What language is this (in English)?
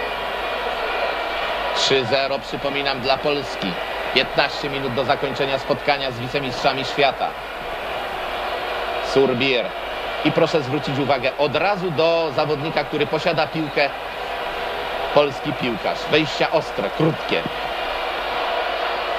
Polish